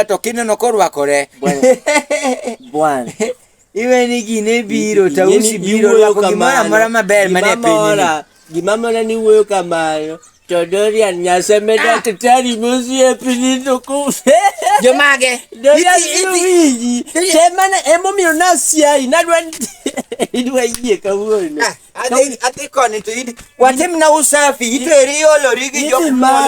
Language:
Luo (Kenya and Tanzania)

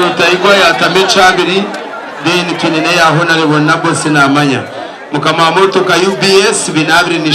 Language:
Nyankole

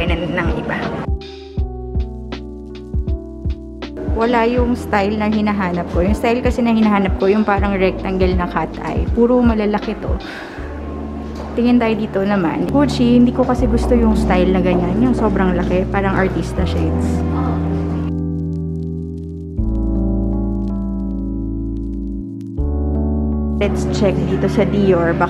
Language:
Filipino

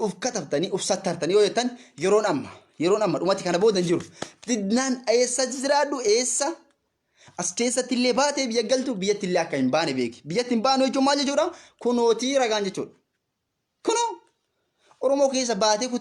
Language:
Oromo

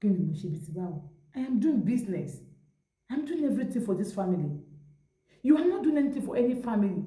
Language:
Yoruba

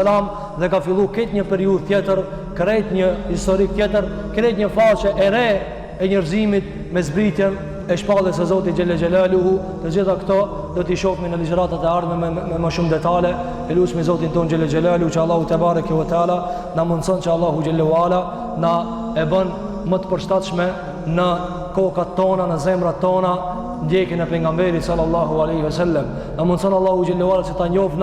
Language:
Albanian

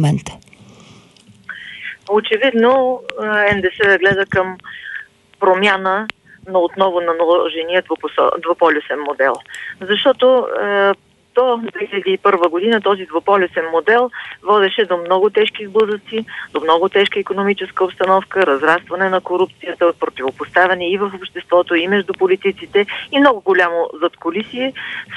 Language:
Bulgarian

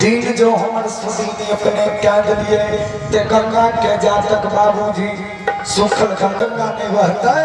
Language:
Maithili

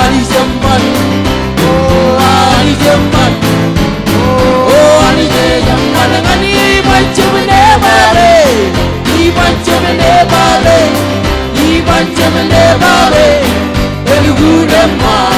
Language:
Marshallese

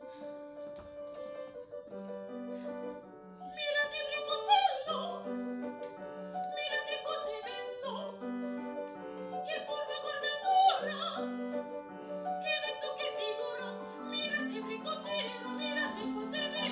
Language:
Italian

